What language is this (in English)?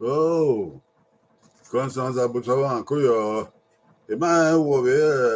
Bini